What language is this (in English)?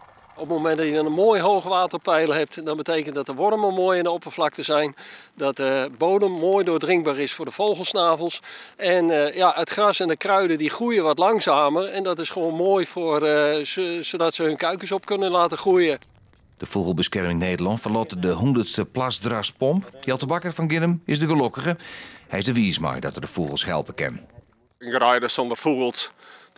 Western Frisian